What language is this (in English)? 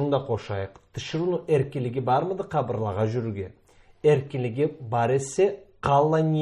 Karachay-Balkar